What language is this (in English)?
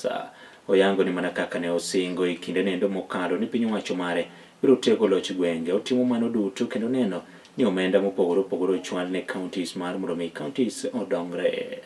Luo (Kenya and Tanzania)